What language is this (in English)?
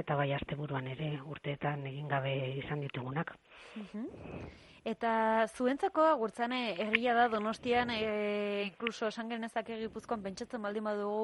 Basque